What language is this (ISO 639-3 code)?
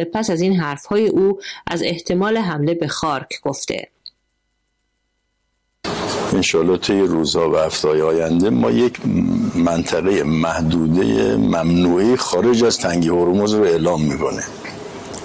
fas